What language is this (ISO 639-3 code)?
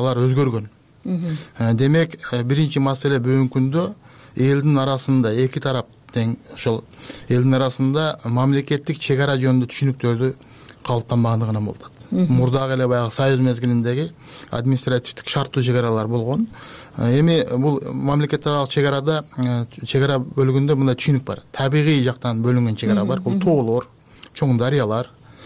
kir